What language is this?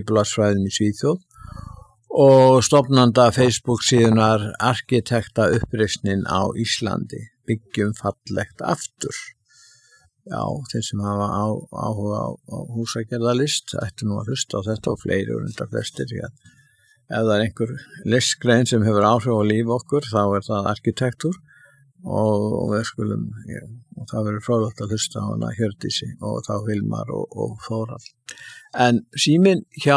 Icelandic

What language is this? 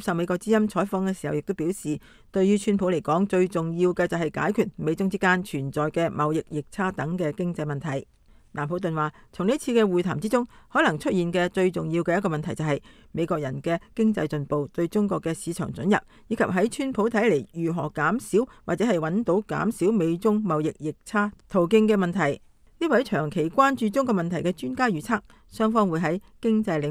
Cantonese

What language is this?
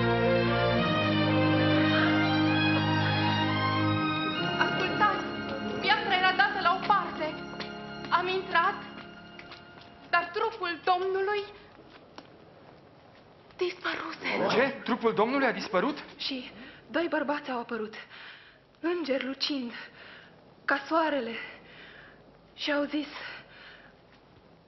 Romanian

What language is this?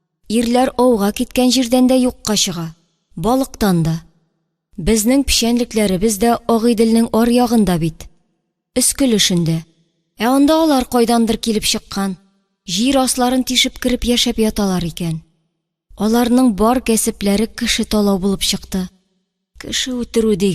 Tatar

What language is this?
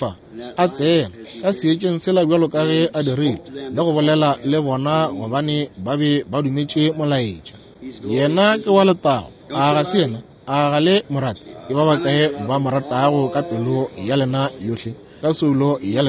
Northern Sotho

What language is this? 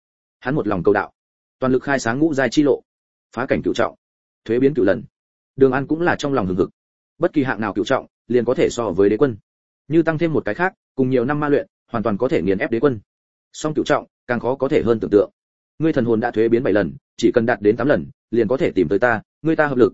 Vietnamese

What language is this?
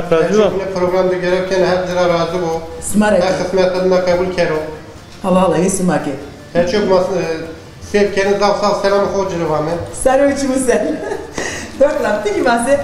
Zaza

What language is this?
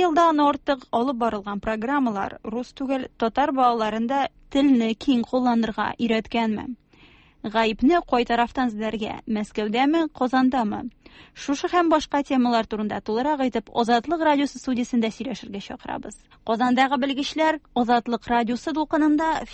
Tatar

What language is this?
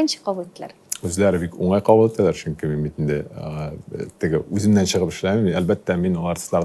Tatar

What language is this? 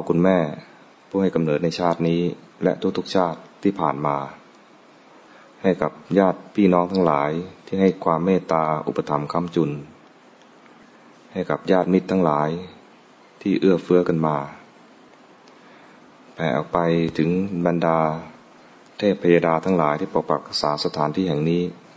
Thai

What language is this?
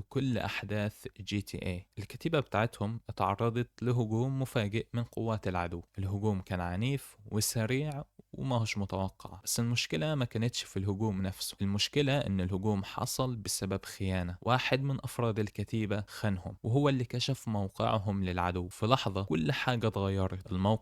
Egyptian Arabic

